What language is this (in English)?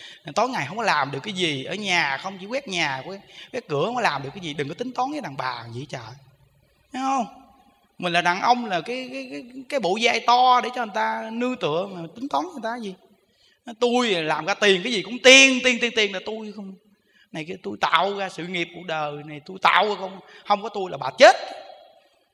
Vietnamese